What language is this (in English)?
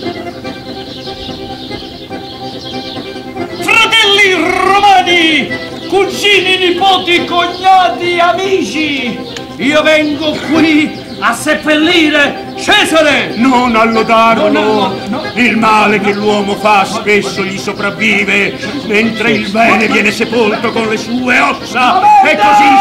Italian